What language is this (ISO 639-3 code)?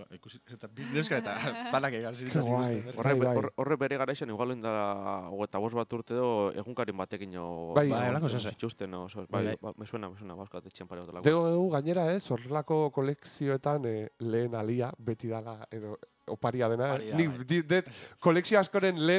eus